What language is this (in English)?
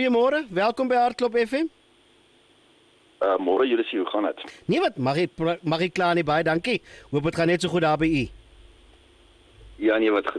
Afrikaans